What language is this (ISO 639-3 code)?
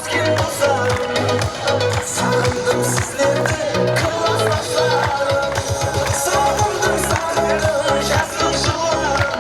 kaa